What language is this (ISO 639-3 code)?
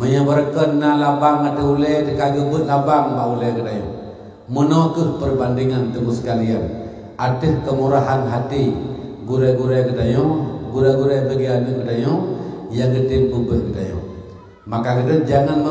ace